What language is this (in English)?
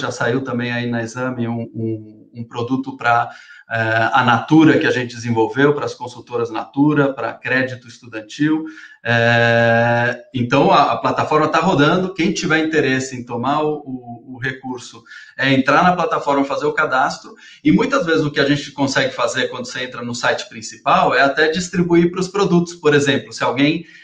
Portuguese